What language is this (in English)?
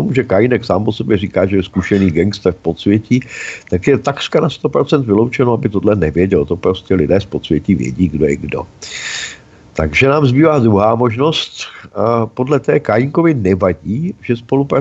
Czech